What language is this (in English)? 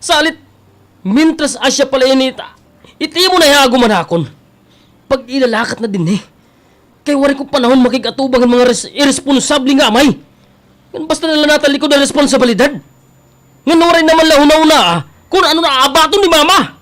Waray